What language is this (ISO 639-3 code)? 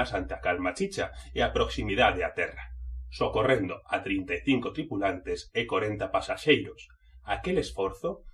glg